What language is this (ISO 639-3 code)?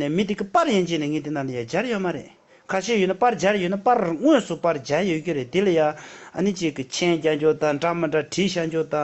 bod